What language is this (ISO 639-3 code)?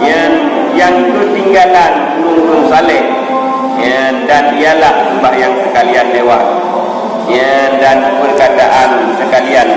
ace